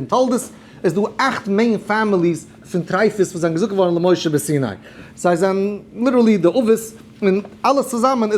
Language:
Yiddish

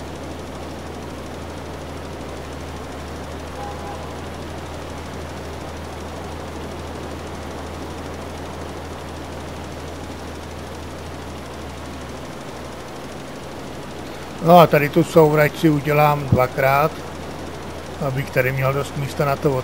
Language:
Czech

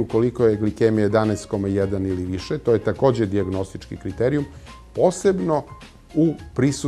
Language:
Serbian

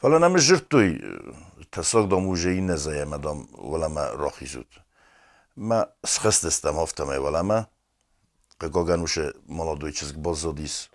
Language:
Ossetic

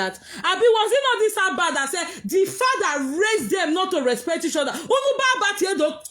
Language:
Nigerian Pidgin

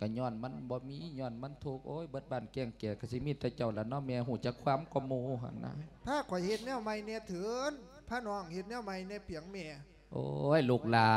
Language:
Lao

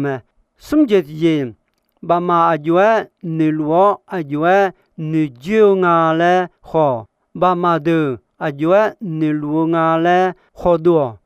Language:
Akha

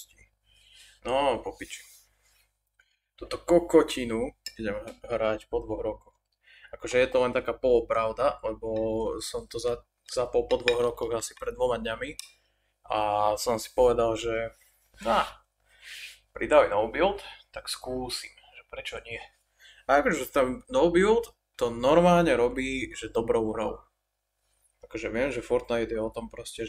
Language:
Slovak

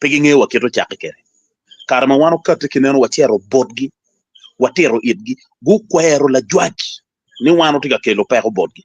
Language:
Acoli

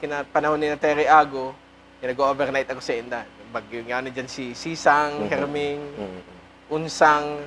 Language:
Bikol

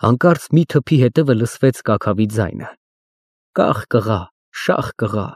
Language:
Armenian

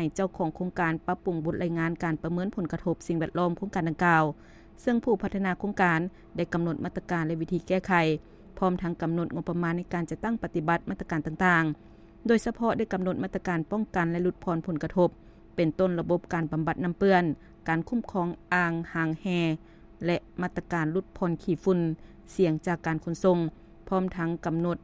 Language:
Lao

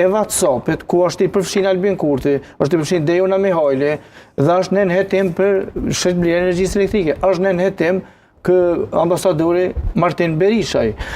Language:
Albanian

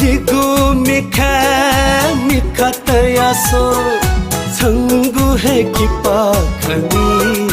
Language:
Newari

